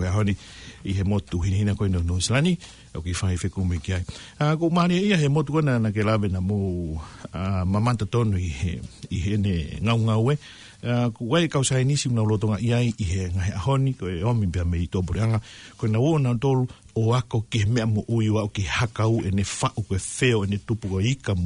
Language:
Tongan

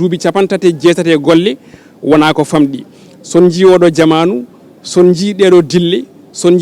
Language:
Fula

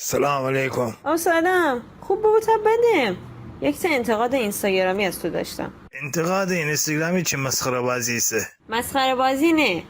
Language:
Gilaki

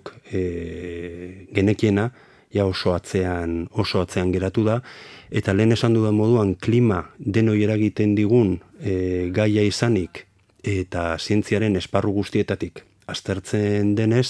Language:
Basque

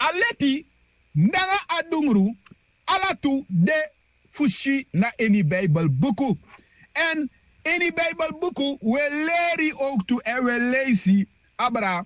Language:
Sranan Tongo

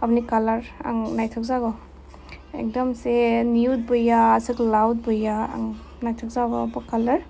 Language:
Kok Borok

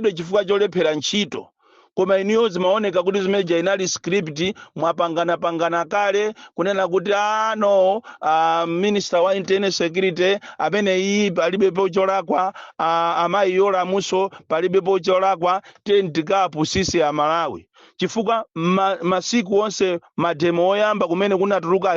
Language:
Nyanja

